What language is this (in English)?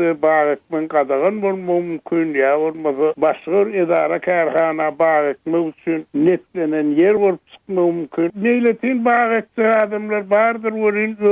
Turkmen